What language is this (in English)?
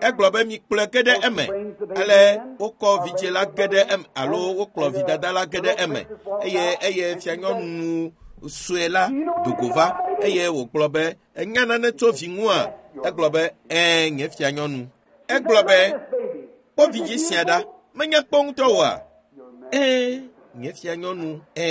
Ewe